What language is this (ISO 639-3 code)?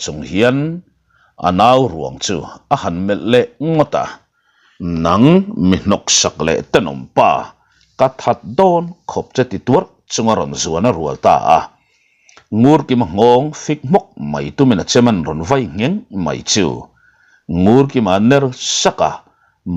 lus